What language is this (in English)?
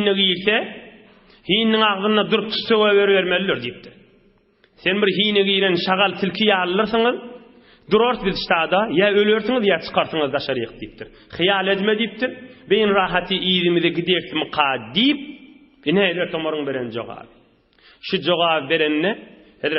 Turkmen